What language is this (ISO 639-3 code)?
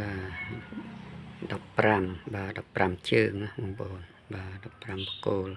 khm